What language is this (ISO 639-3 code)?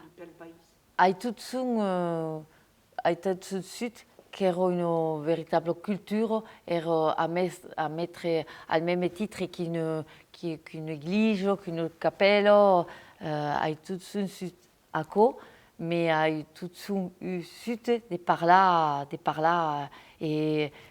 oci